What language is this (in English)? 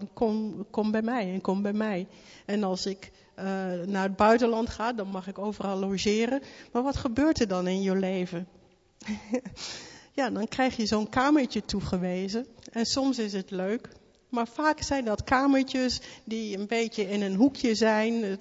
Dutch